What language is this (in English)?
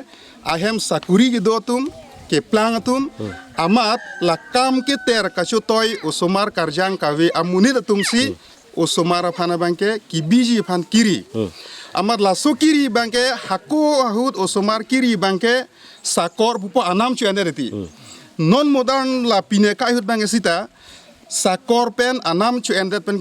Karbi